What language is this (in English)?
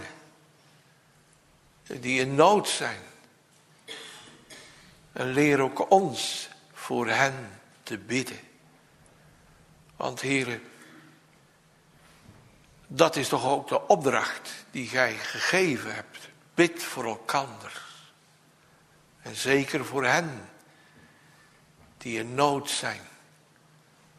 Dutch